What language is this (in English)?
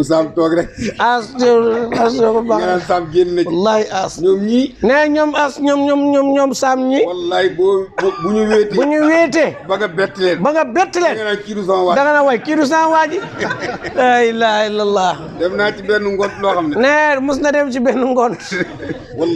Wolof